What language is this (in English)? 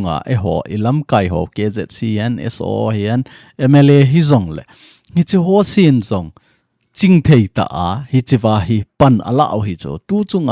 Thado Chin